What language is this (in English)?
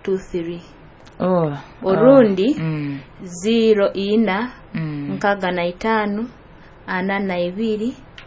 Nyoro